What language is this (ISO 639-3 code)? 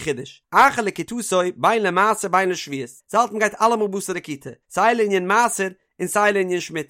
yid